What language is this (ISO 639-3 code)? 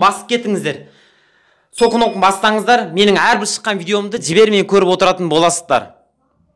kaz